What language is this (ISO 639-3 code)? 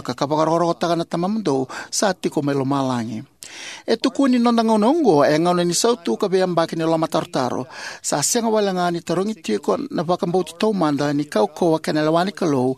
fij